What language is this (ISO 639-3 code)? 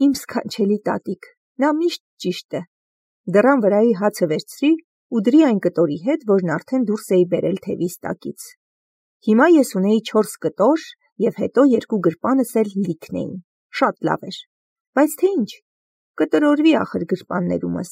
hye